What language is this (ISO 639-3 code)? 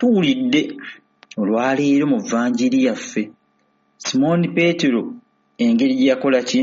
lug